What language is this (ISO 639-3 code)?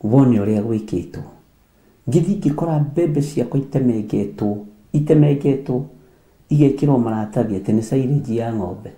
kik